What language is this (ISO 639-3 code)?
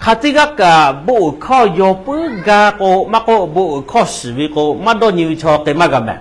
lhu